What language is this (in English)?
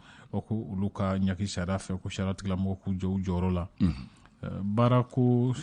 Bambara